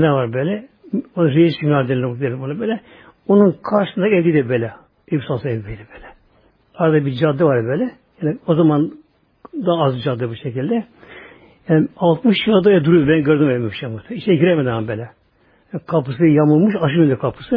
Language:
Turkish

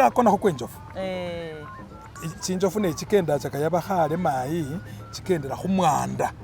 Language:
Masaaba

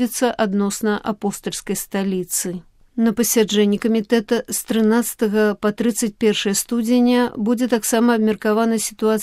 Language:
Belarusian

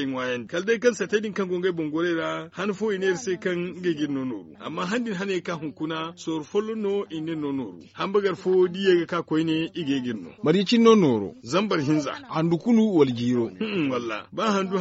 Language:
Zarma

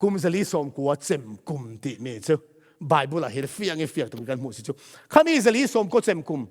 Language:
Falam Chin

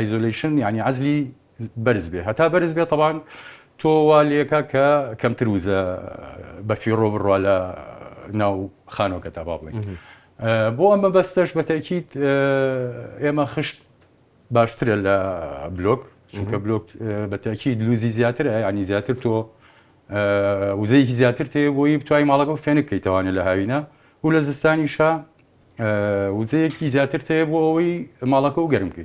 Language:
Central Kurdish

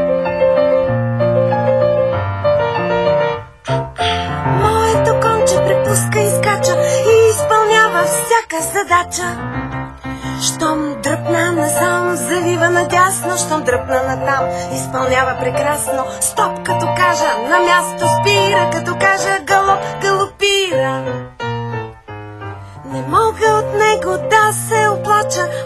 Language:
Bulgarian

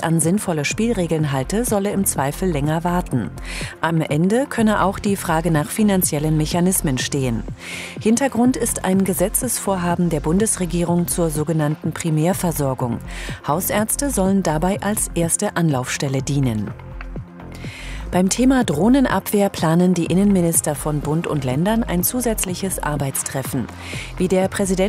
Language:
German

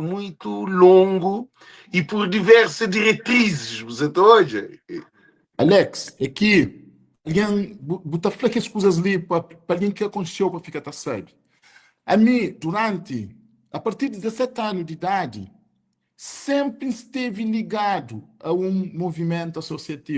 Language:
Kabuverdianu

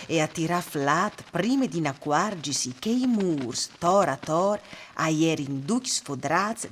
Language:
Friulian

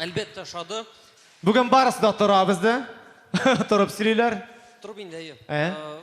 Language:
Tatar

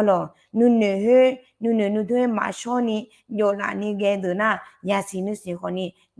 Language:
Akha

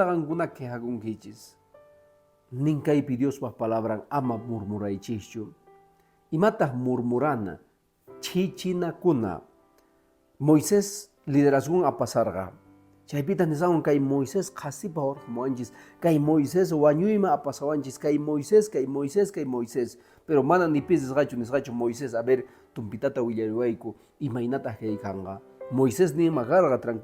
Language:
Quechua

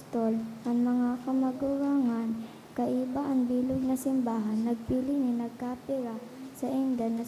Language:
Bikol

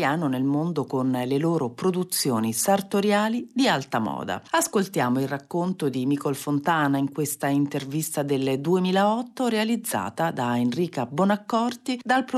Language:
Italian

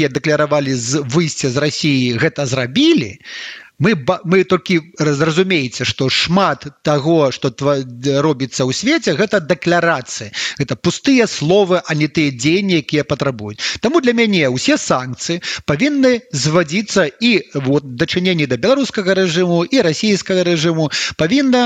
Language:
Belarusian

